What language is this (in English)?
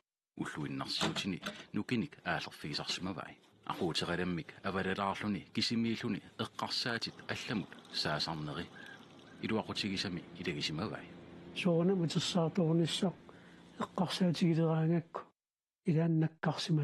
Kalaallisut